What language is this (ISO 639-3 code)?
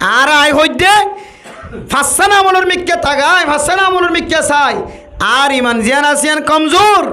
rhg